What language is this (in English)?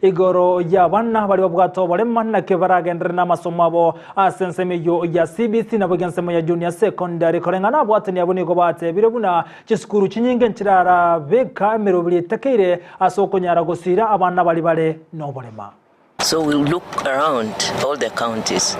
Gusii